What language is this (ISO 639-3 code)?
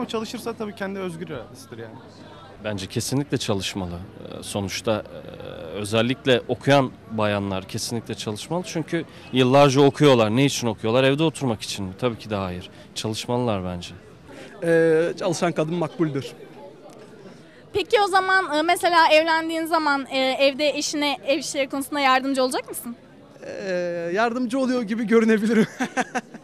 tur